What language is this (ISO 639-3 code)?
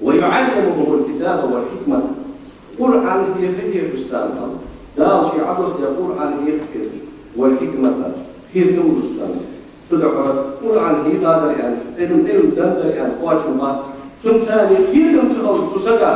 inh